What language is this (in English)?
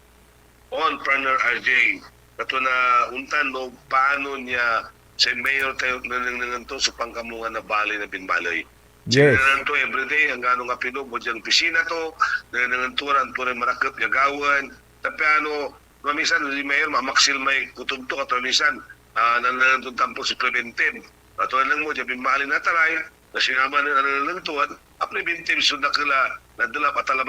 Pangasinan